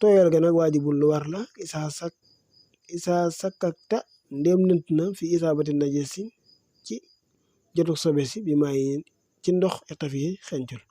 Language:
Wolof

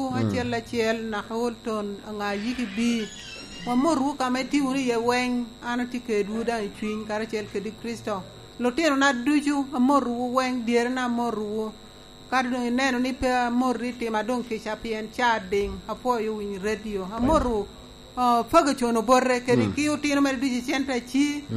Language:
Lango (Uganda)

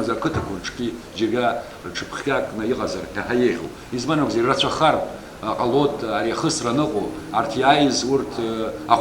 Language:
Abkhazian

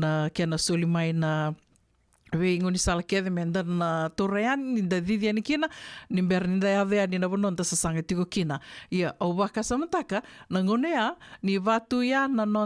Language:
Fijian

